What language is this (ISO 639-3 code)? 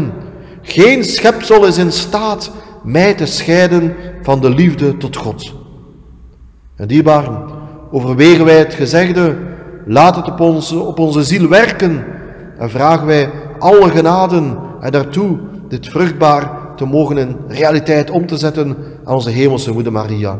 nld